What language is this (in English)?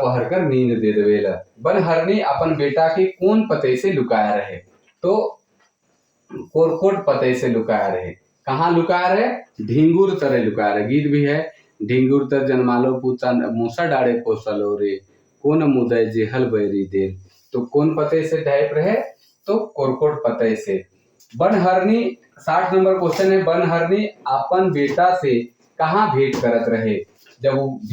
Sadri